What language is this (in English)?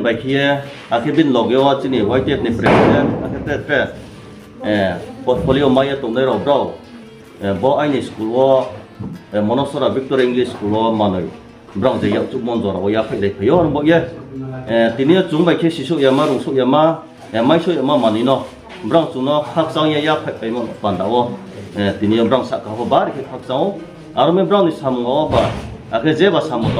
Riang (India)